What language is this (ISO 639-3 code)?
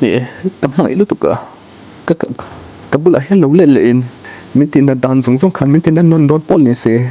lus